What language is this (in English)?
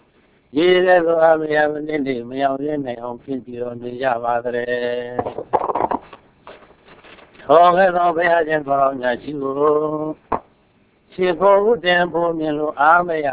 Burmese